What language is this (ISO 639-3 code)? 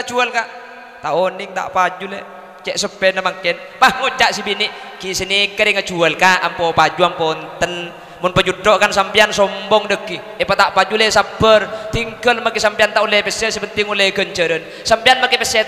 mad